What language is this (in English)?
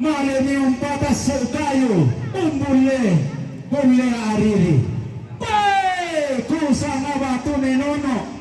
Toraja-Sa'dan